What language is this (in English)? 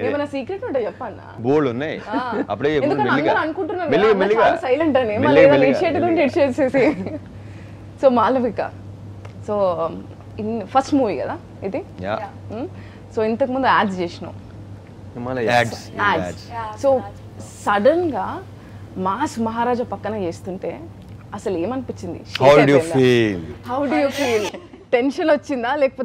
Telugu